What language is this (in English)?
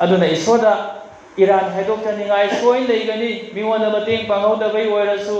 Manipuri